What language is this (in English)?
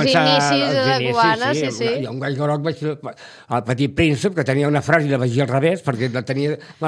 Catalan